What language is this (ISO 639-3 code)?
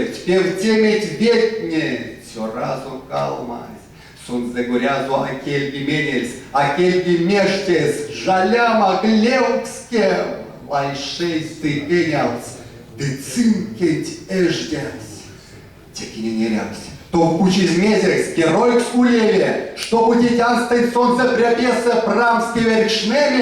myv